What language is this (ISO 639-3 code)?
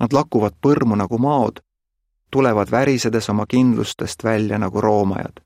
est